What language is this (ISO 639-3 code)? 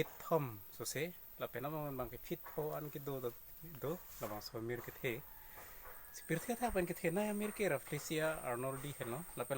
mjw